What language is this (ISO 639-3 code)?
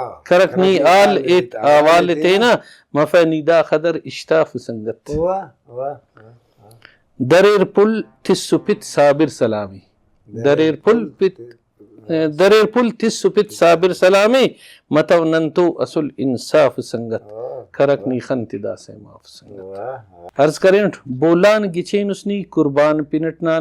brh